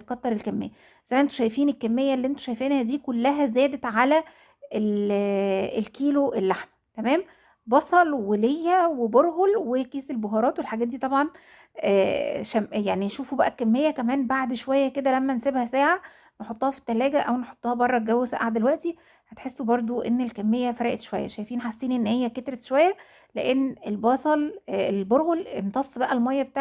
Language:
Egyptian Arabic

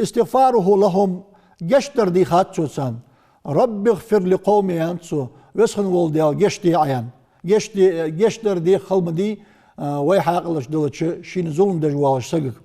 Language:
Ingush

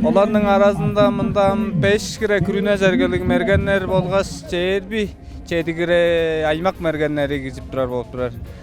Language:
Tuvinian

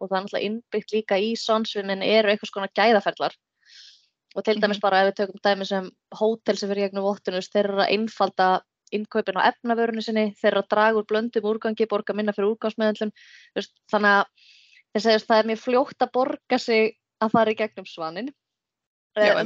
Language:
Icelandic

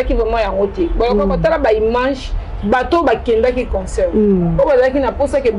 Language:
Lingala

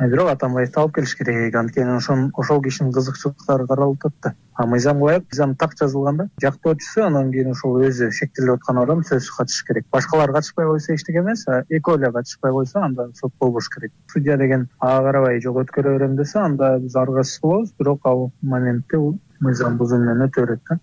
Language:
Kyrgyz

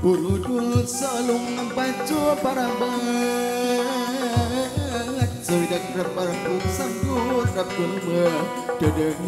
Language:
Sundanese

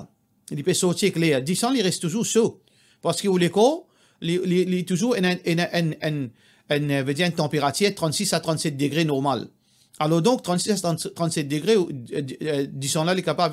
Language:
Morisyen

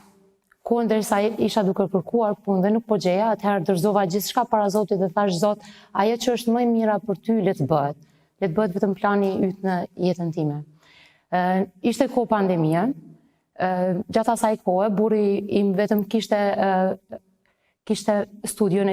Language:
Albanian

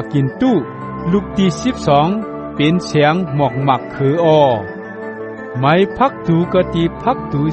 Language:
Shan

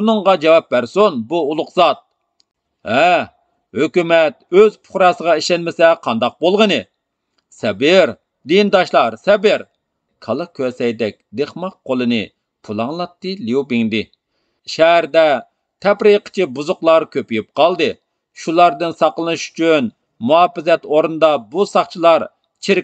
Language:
Uyghur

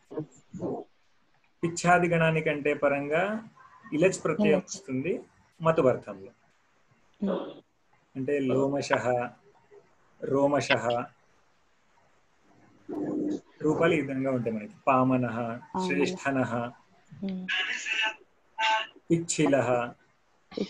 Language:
Telugu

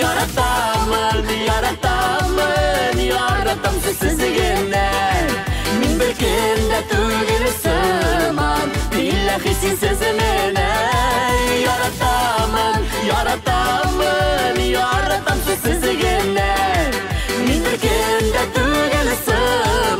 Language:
Tatar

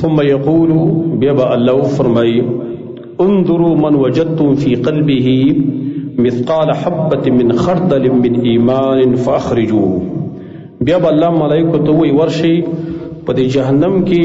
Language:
Pashto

